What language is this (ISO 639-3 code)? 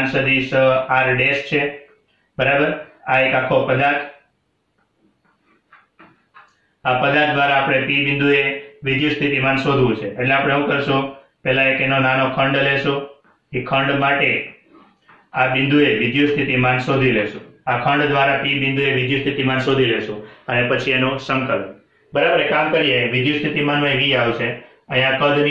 guj